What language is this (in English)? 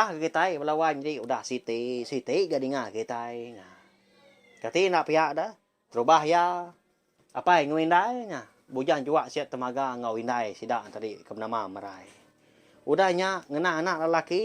Iban